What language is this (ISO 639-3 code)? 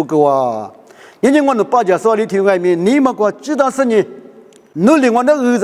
lis